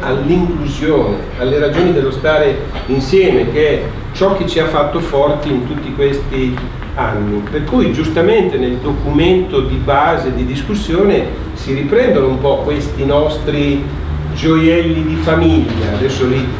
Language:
Italian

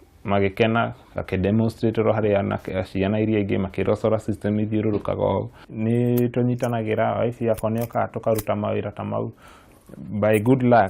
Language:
Kikuyu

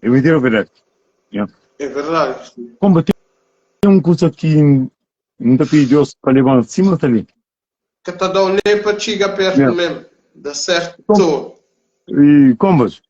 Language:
Kabuverdianu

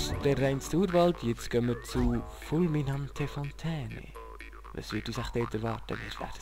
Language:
Swiss German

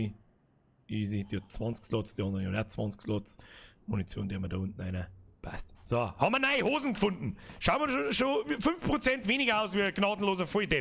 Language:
Bavarian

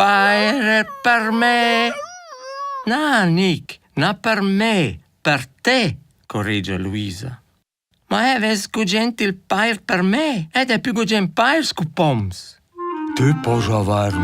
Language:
Romansh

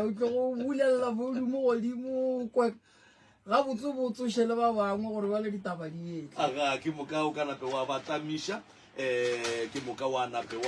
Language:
Northern Sotho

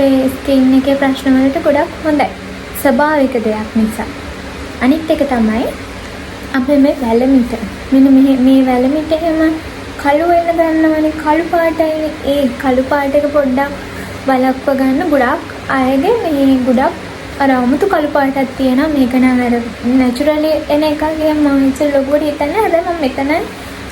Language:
Sinhala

